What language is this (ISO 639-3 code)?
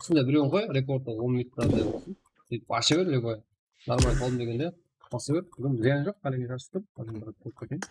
kaa